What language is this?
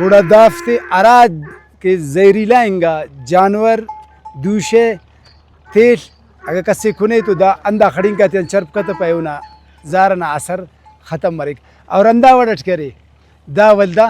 Brahui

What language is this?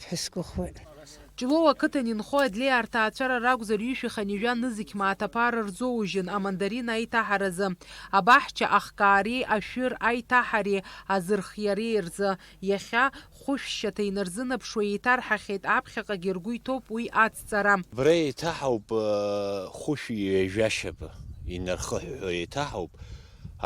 Abkhazian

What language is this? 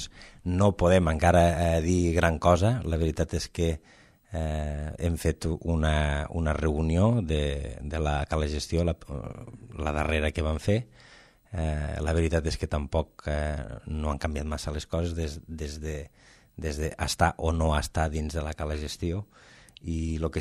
Catalan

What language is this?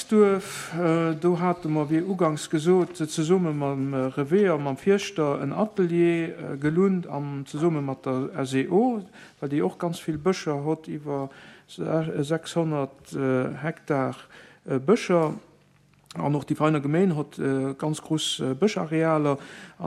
Luxembourgish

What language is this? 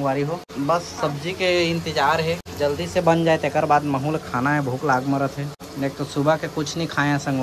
Chhattisgarhi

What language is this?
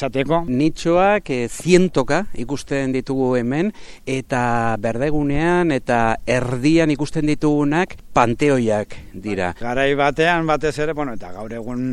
Basque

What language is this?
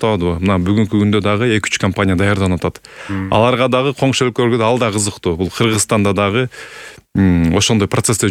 Kyrgyz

